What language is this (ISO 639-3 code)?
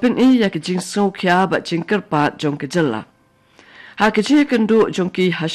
kha